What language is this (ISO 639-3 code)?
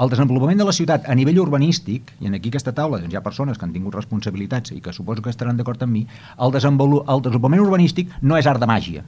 cat